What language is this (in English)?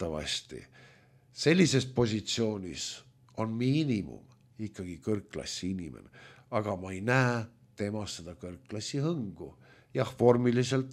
Estonian